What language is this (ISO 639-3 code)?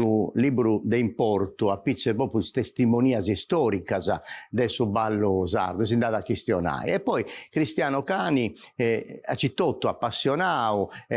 srd